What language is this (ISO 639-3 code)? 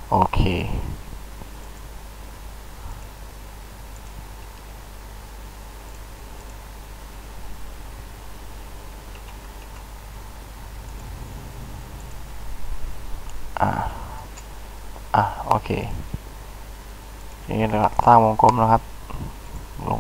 tha